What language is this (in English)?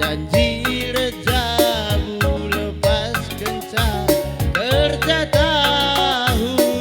Batak Karo